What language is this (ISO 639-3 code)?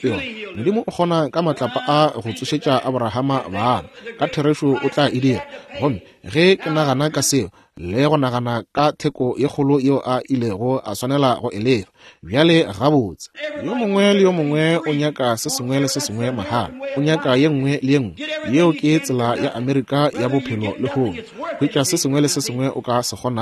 nso